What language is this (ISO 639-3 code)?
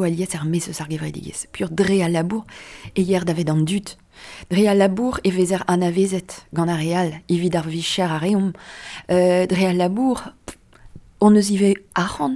bre